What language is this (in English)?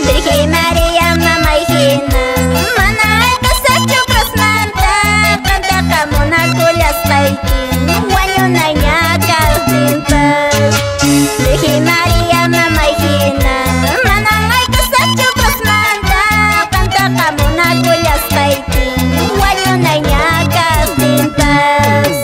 Quechua